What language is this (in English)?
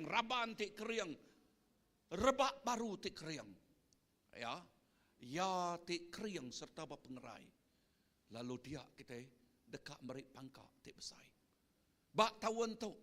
Iban